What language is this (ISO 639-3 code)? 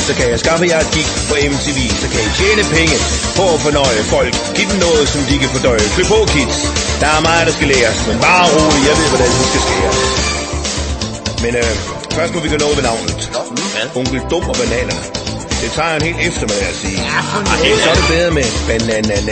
dan